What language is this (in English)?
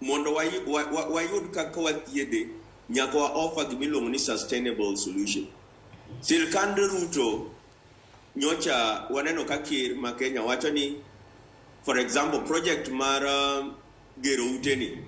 Luo (Kenya and Tanzania)